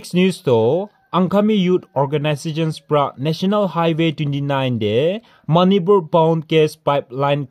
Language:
Naga Pidgin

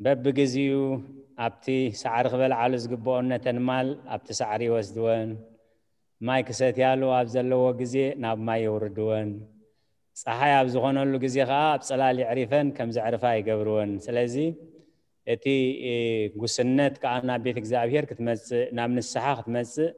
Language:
Tigrinya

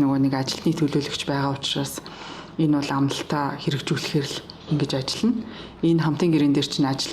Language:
Mongolian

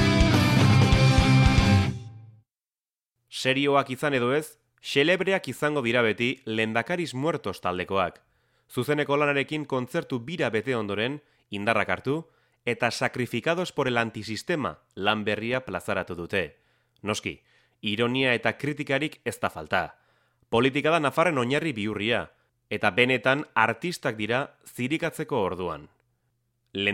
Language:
Basque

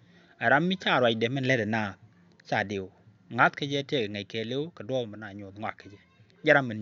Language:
Nuer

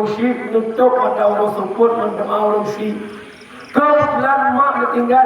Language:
Achinese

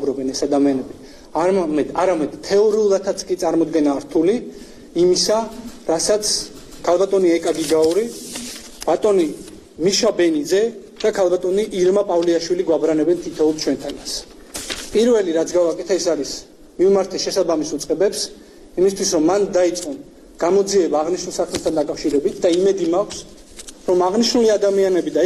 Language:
Georgian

